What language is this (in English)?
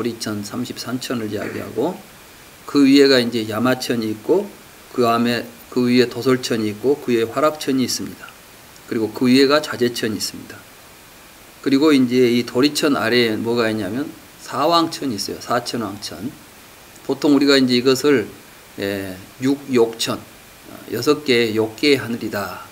Korean